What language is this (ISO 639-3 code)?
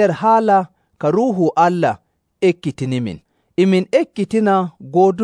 fuv